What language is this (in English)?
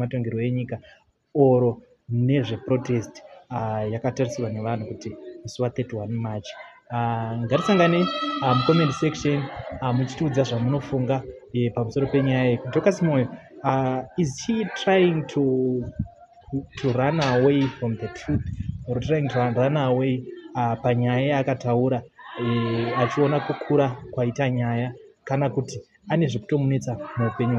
Shona